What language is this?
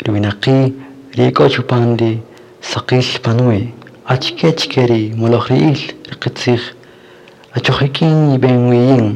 Kaqchikel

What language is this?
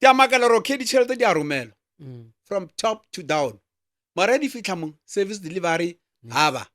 Northern Sotho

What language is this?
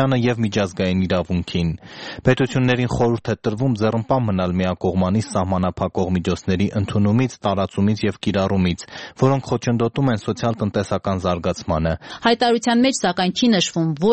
Armenian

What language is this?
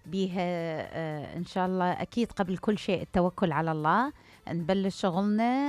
Mesopotamian Arabic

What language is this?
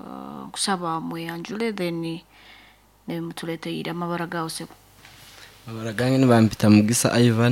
Nyoro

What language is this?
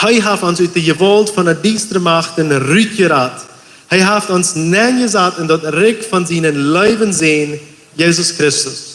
Plautdietsch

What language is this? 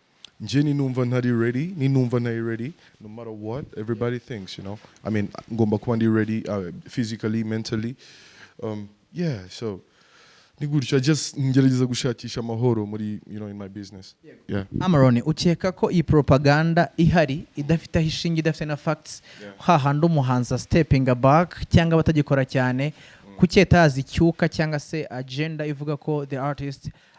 Kinyarwanda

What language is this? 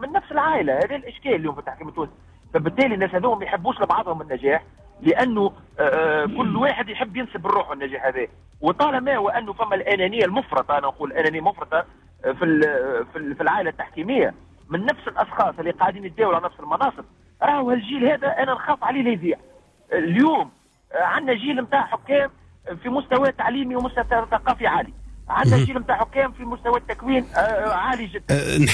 Tunisian Arabic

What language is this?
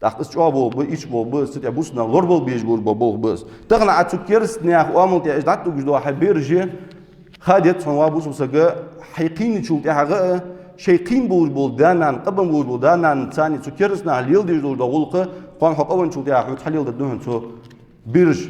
Ingush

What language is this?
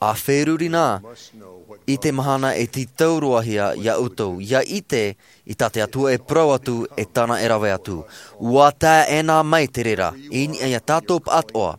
Tahitian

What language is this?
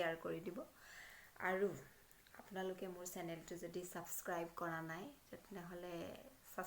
Assamese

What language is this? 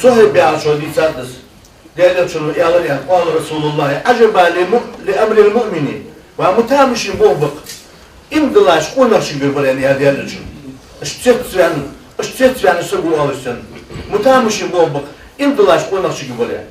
Ingush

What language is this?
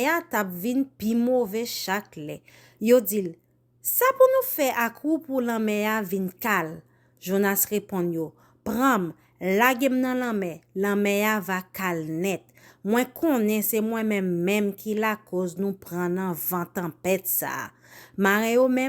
Haitian Creole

